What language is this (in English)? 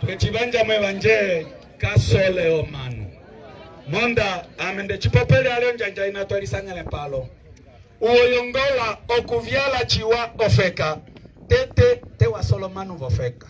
Umbundu